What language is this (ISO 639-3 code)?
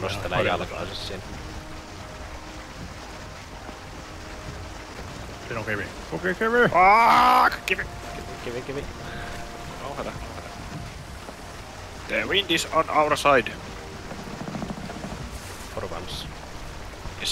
fin